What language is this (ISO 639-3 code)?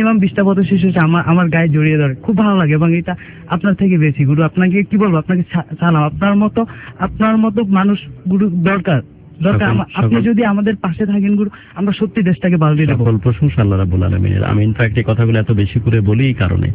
ben